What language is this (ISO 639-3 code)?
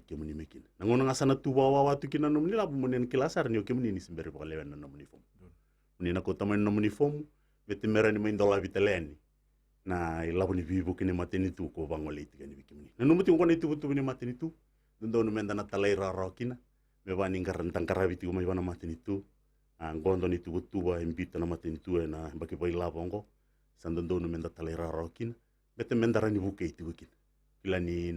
fij